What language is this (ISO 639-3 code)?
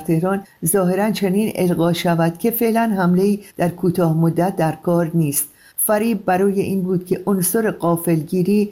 fas